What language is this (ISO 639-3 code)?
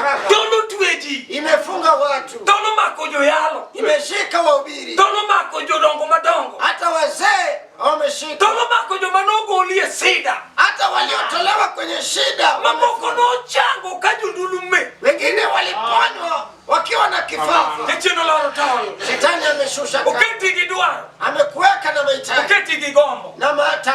luo